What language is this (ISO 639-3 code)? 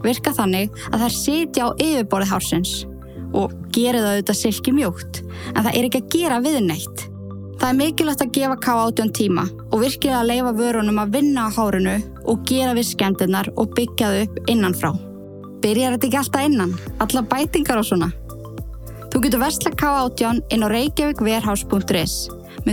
isl